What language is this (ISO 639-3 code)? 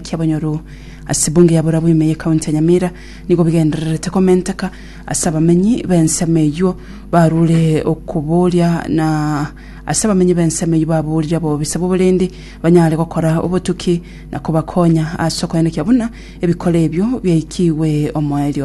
guz